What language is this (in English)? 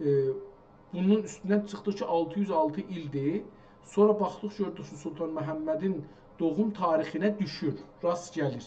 South Azerbaijani